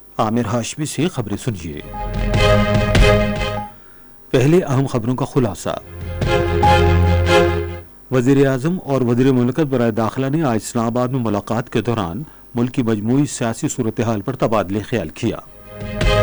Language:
Urdu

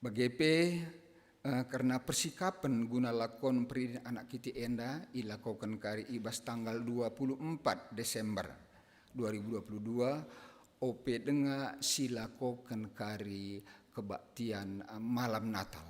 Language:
Batak Karo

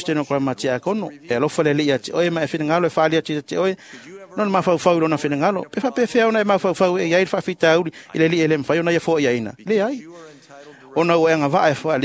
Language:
Samoan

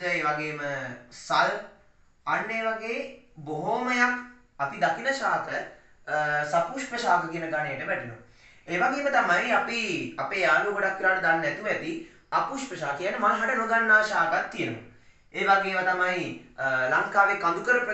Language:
Sinhala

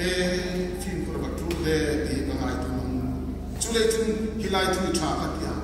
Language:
Hmar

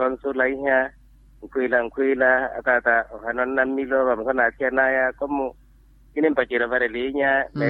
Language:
Makhuwa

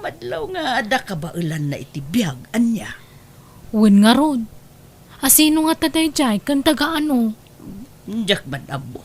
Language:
Iloko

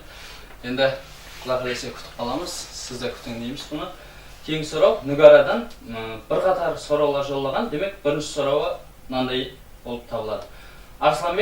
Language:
Kara-Kalpak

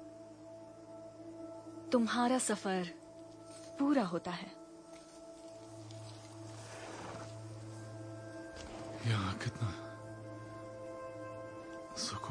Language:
Hindi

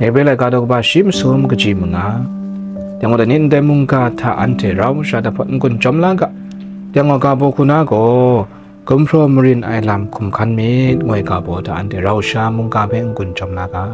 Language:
Kachin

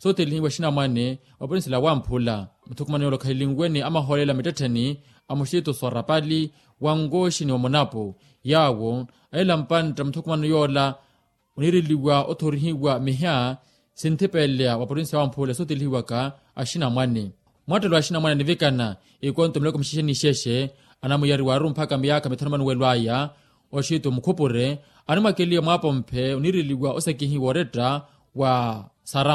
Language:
Makhuwa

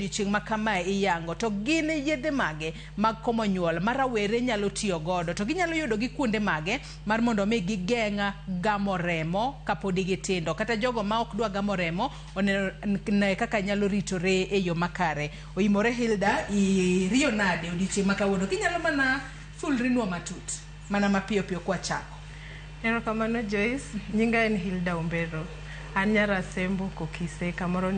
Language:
Luo (Kenya and Tanzania)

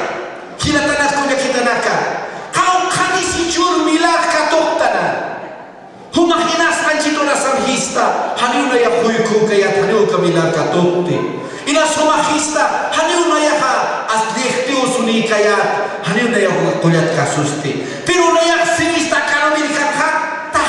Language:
Aymara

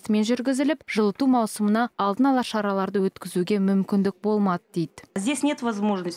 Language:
Kazakh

